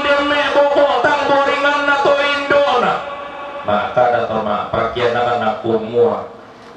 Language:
Toraja-Sa'dan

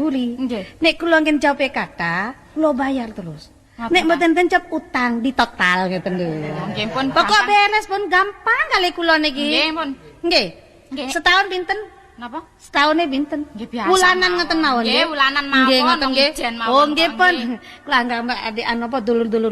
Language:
Javanese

